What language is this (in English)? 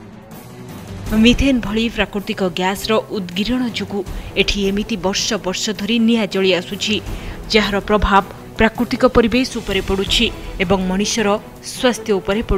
Odia